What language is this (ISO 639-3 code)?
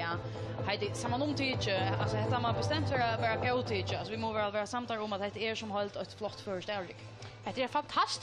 fao